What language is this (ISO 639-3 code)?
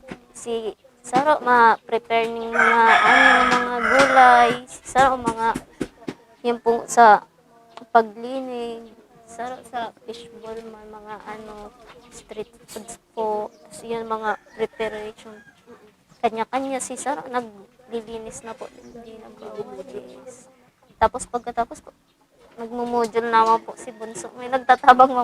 bik